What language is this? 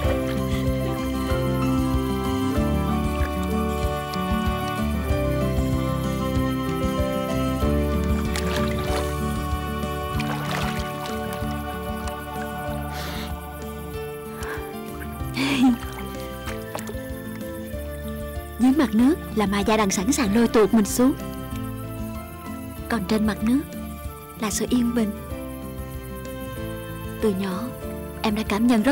Vietnamese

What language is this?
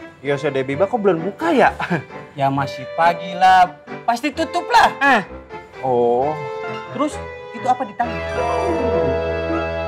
Indonesian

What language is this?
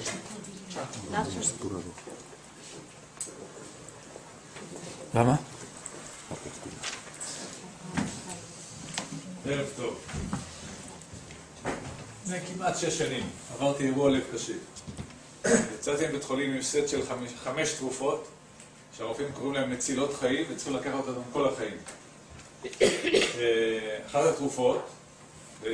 Hebrew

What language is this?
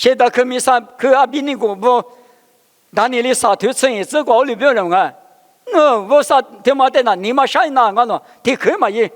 Lisu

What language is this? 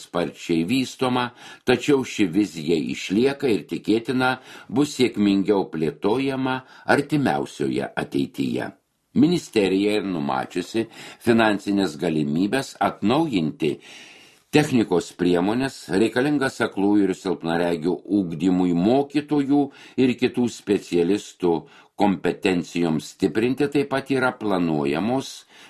Lithuanian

